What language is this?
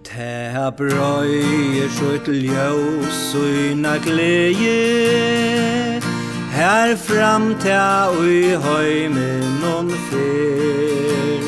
Faroese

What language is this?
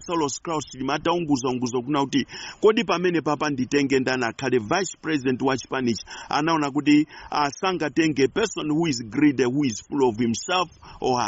Nyanja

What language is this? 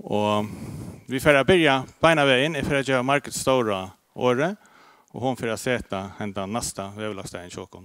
Faroese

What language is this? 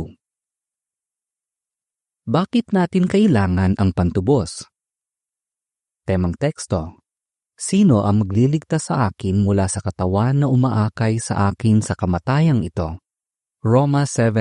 Filipino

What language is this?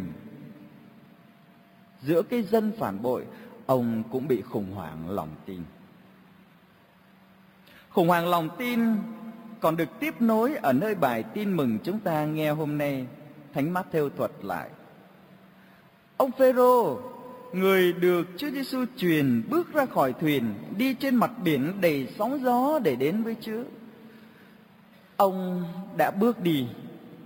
Vietnamese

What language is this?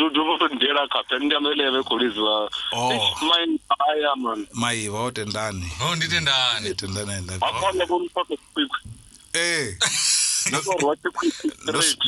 Venda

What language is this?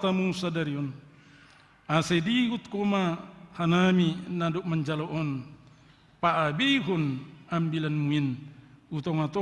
Batak Simalungun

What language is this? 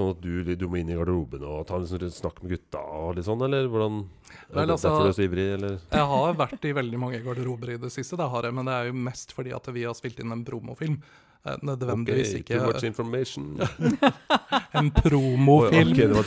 Norwegian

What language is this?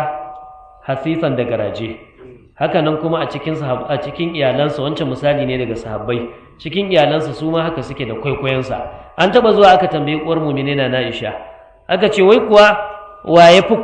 Hausa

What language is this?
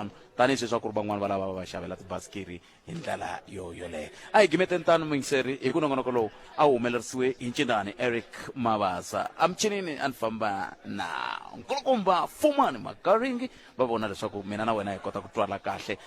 Tsonga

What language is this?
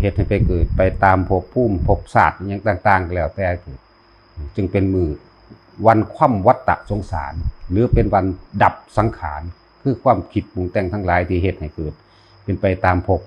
Northeastern Thai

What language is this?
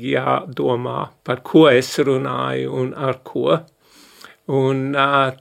Latvian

